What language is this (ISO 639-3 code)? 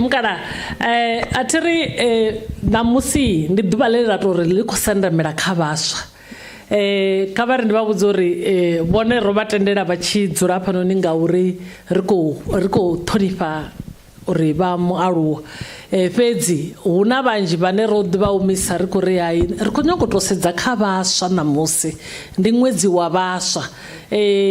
ven